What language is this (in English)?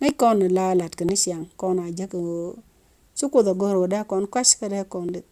Nuer